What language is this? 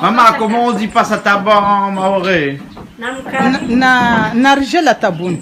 Réunion Creole French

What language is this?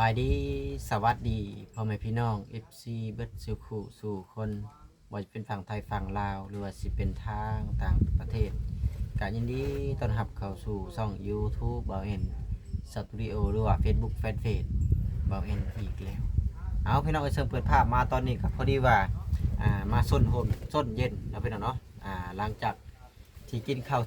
Lao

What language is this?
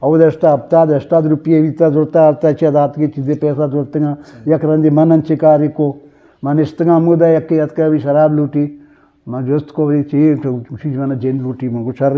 Eastern Balochi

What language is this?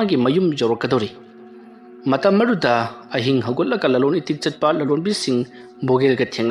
Manipuri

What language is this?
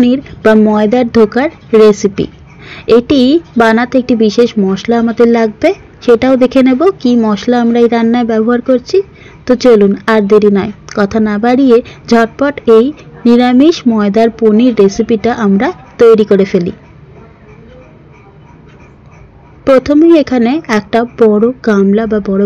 Bangla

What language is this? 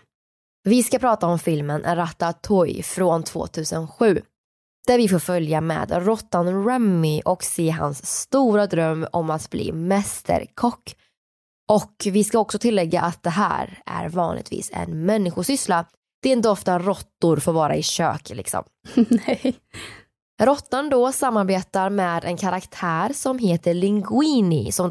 Swedish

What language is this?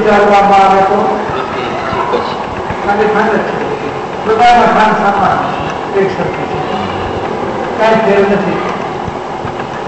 Gujarati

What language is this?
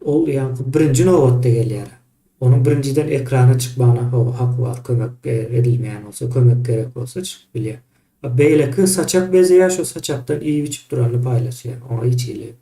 Turkmen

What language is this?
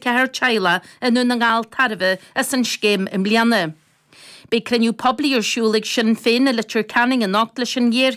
Irish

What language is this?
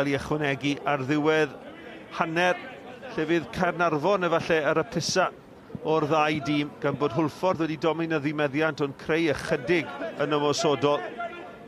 Welsh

